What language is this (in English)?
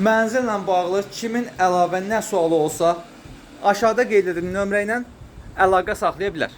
Azerbaijani